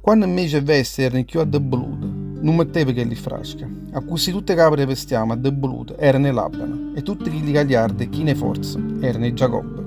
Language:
Neapolitan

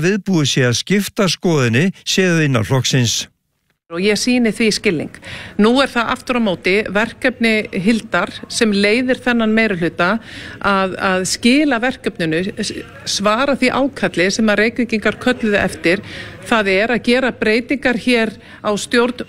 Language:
Icelandic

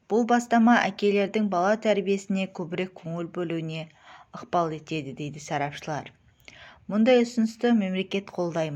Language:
Kazakh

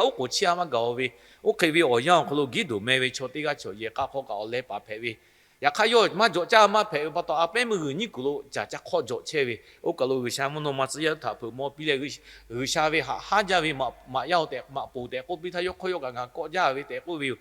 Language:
Lahu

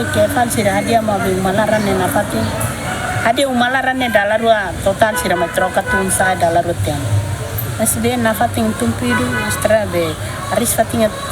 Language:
Tetum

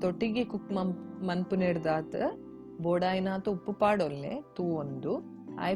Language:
Tulu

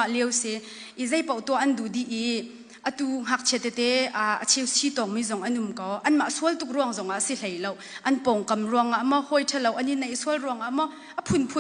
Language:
Hakha Chin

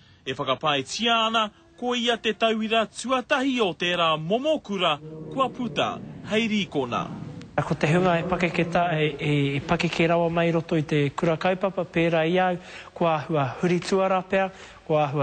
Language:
Māori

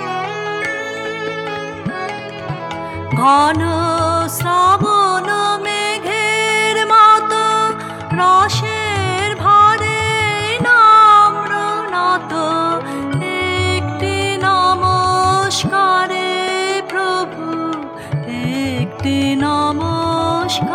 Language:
Bangla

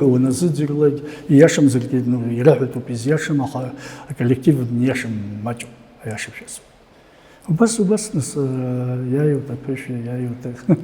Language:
Abkhazian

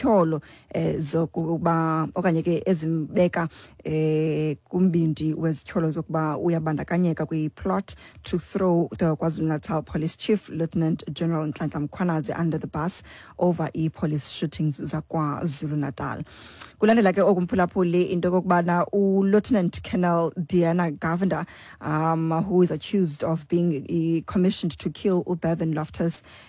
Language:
Xhosa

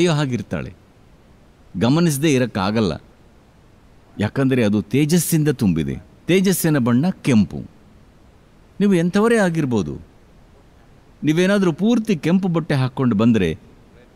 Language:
Kannada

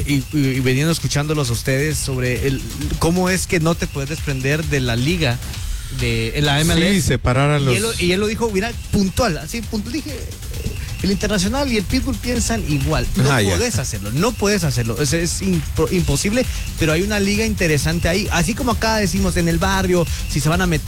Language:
Spanish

